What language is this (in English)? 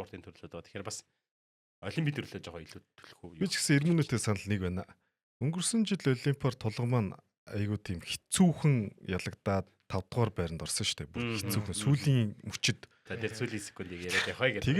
Mongolian